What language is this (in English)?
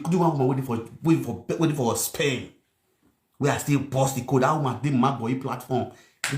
Nigerian Pidgin